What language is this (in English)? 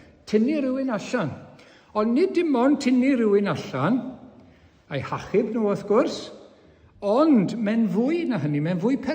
Welsh